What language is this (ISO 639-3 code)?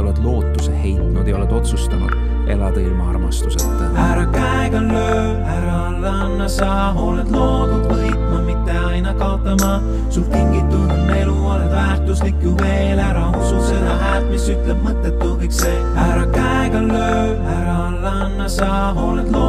est